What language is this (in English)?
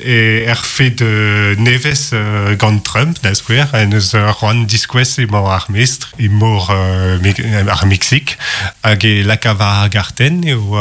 Breton